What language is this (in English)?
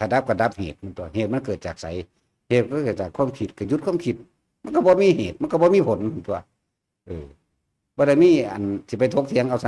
Northeastern Thai